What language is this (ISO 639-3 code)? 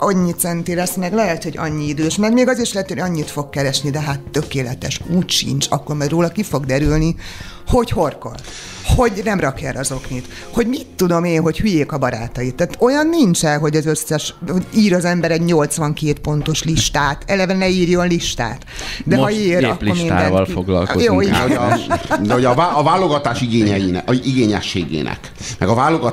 hun